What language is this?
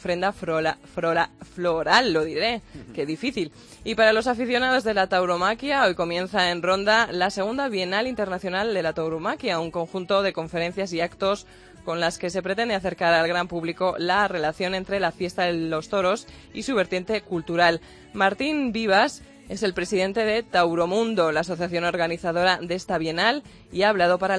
Spanish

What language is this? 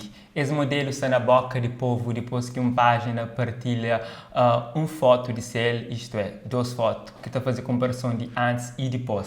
Kabuverdianu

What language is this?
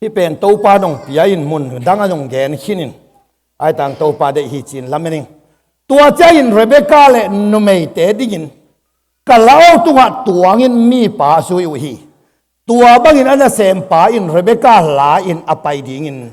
Tedim Chin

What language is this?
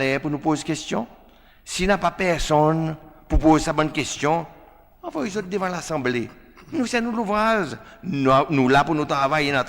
Seselwa Creole French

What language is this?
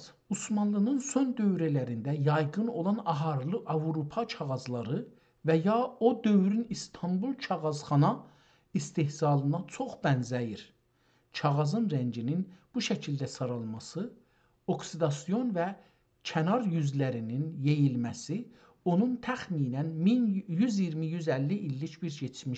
South Azerbaijani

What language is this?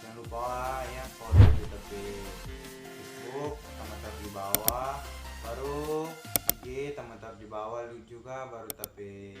Manado Malay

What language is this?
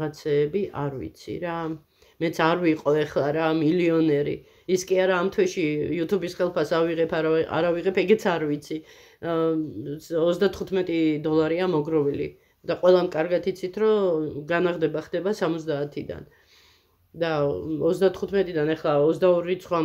Georgian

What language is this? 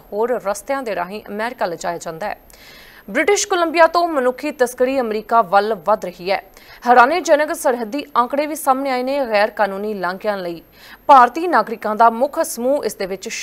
Punjabi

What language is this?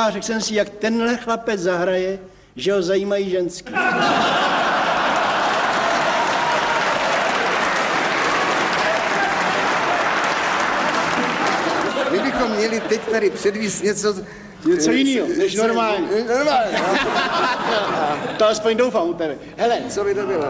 Czech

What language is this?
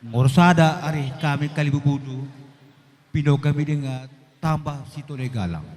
Batak Karo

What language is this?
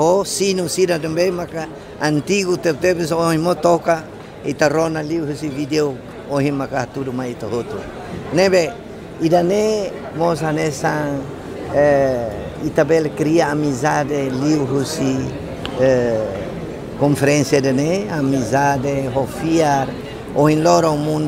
Tetum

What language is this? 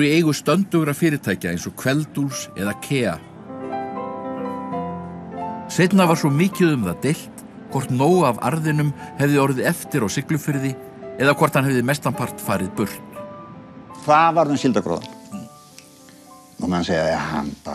Icelandic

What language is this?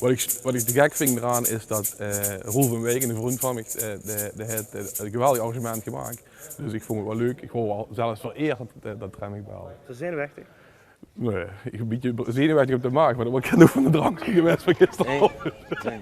Limburgish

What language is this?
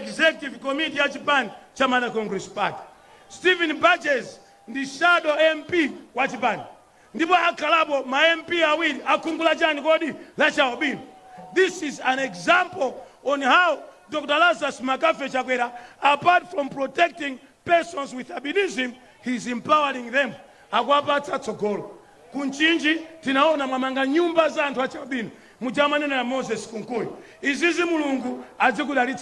Nyanja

